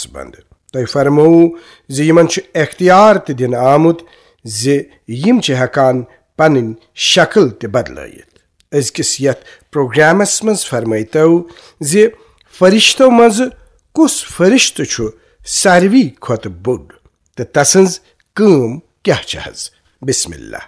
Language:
Kashmiri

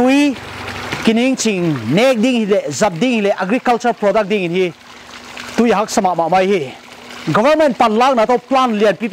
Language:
Paite Chin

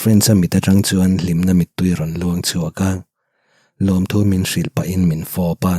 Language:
Mizo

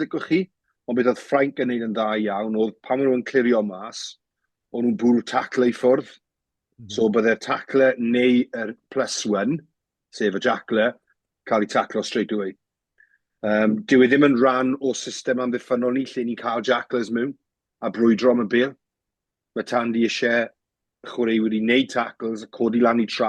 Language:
Welsh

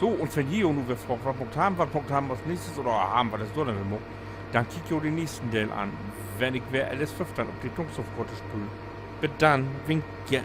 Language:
Low German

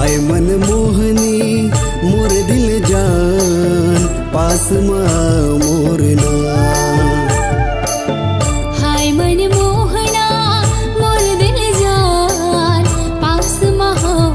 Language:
Chhattisgarhi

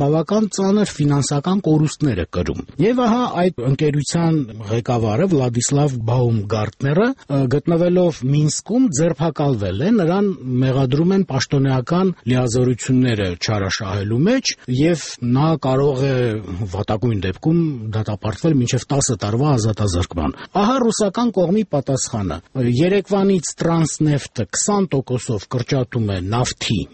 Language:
Armenian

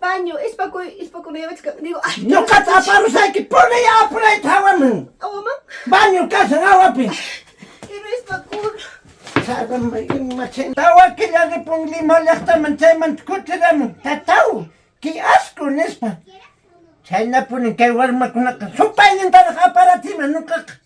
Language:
Ayacucho Quechua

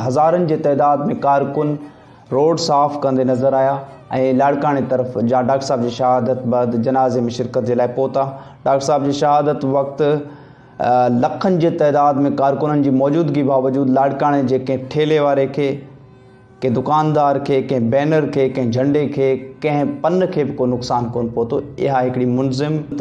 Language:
Sindhi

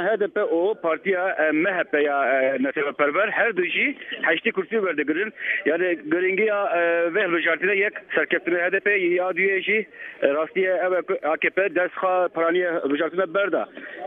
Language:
Kurdish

